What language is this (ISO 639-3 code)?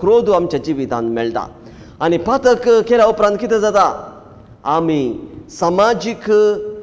kok